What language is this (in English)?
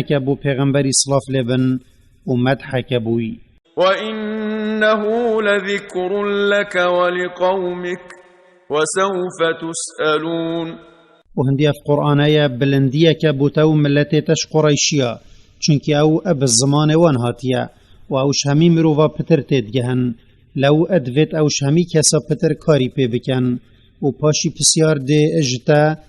Kurdish